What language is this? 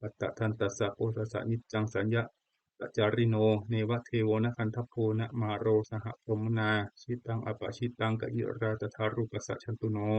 Pali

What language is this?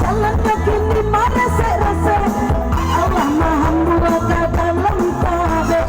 Minangkabau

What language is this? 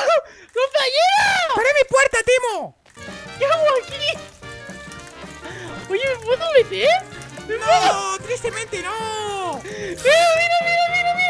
Spanish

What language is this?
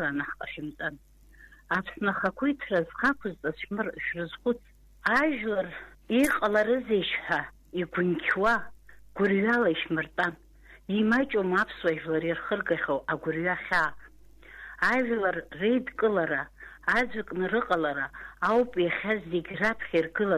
Abkhazian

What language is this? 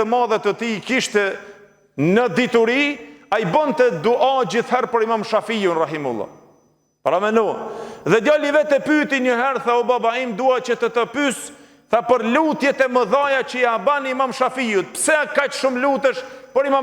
Albanian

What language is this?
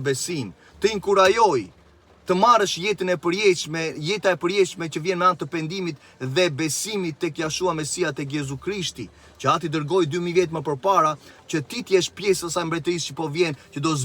Albanian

